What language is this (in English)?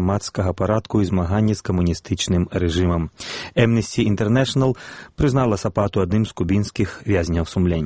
Belarusian